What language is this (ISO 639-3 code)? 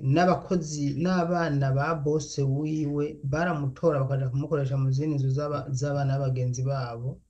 run